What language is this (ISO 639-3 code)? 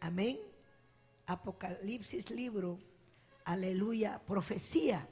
quy